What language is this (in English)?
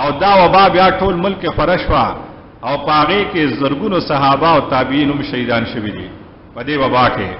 Pashto